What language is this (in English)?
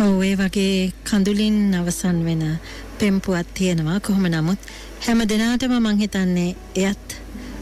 Sinhala